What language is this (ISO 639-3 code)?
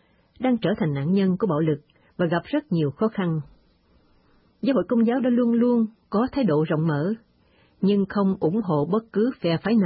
vie